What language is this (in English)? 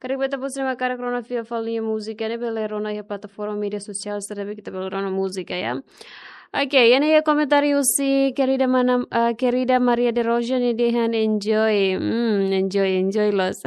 Tetum